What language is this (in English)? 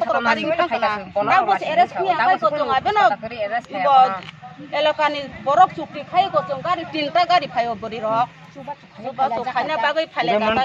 Kok Borok